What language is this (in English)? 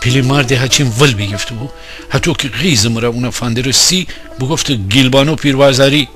Gilaki